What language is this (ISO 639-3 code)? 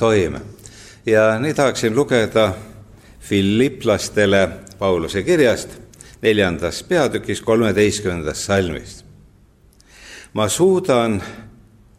est